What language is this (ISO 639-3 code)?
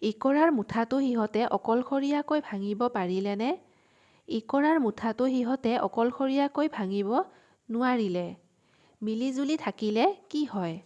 asm